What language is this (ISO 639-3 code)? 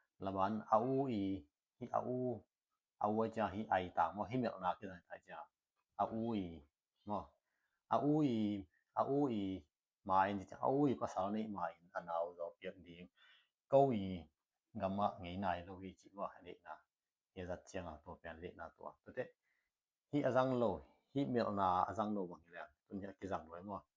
ctd